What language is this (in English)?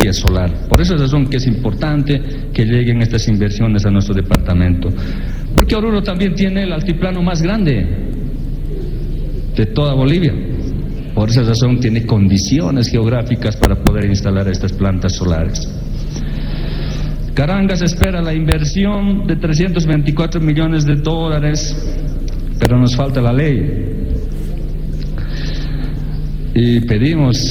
Spanish